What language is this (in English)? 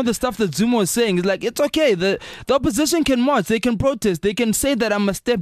English